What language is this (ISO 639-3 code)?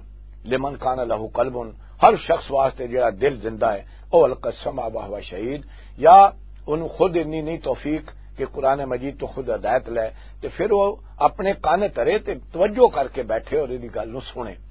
lah